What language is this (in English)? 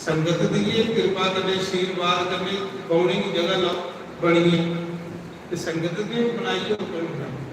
Dogri